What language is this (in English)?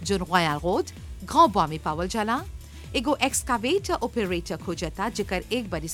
Bhojpuri